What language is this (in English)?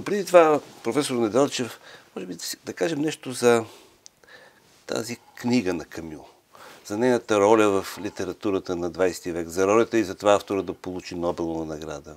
Bulgarian